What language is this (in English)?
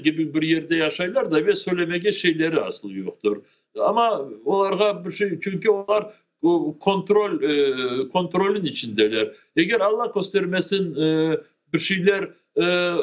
Crimean Tatar